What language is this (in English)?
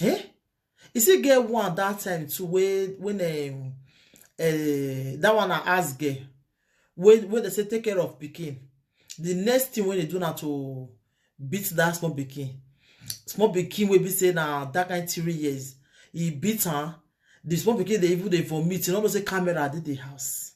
Nigerian Pidgin